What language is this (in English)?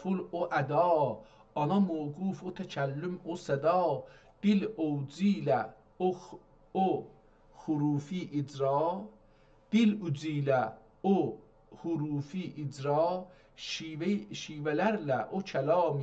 South Azerbaijani